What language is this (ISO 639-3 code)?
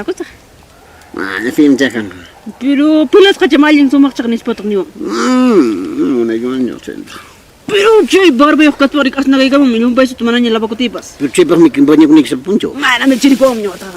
quy